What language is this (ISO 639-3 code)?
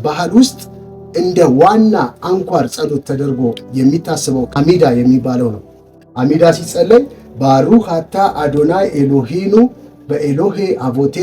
amh